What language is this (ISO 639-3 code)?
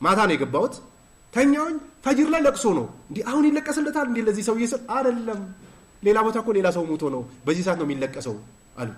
amh